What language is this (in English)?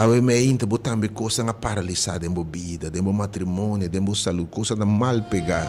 Papiamento